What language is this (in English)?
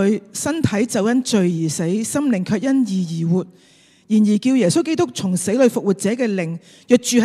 Cantonese